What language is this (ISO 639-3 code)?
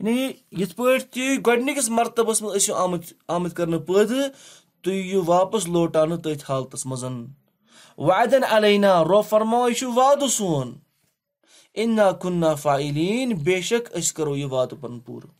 kas